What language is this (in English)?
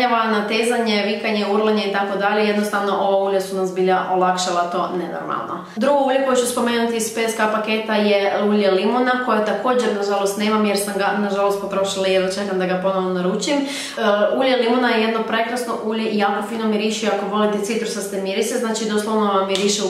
Croatian